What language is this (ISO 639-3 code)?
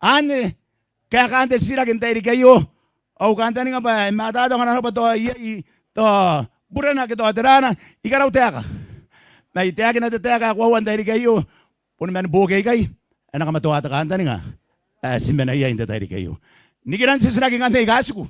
gil